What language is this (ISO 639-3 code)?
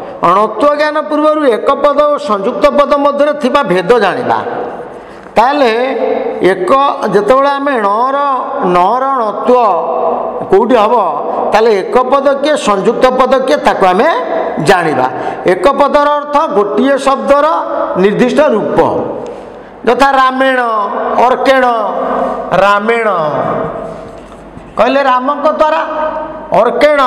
ori